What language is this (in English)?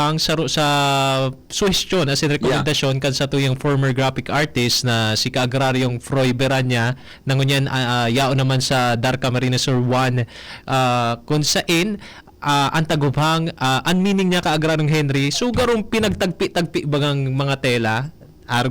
Bikol